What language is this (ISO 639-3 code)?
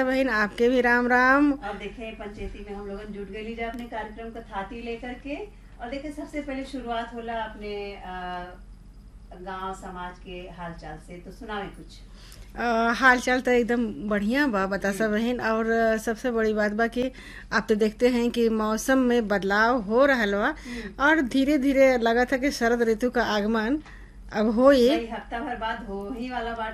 bho